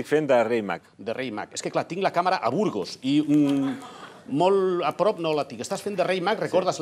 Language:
Catalan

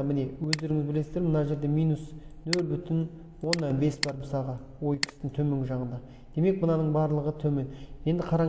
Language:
Kazakh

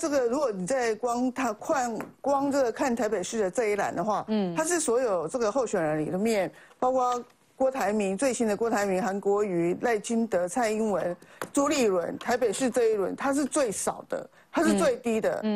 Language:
Chinese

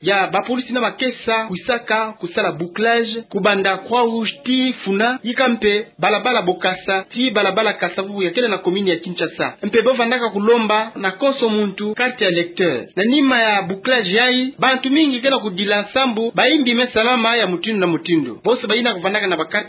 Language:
Kituba (Democratic Republic of Congo)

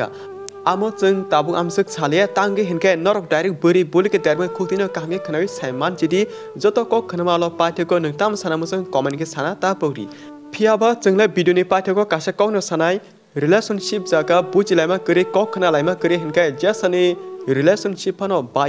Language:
Kok Borok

